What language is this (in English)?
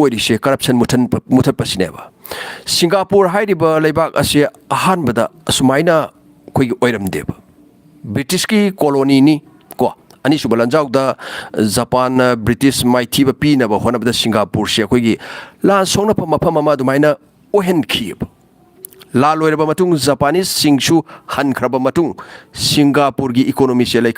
Manipuri